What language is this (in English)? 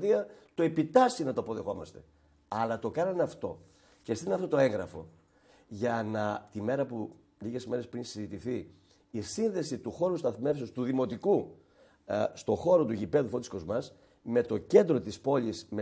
Greek